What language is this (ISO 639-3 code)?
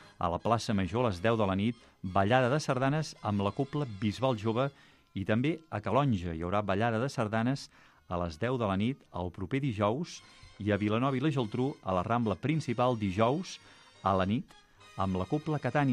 cat